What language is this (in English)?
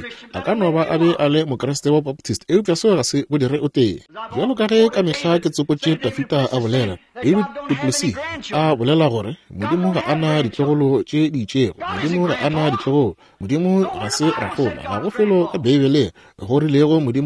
Northern Sotho